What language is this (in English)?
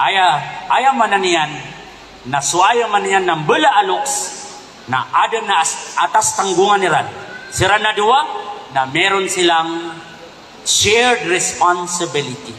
Maranao